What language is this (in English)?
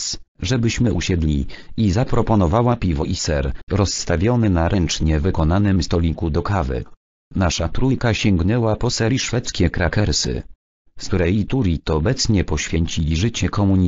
Polish